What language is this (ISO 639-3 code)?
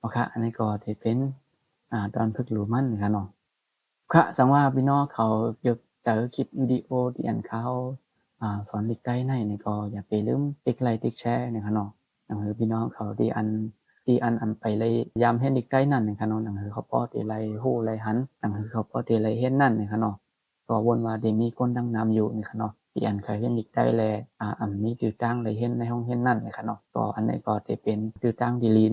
shn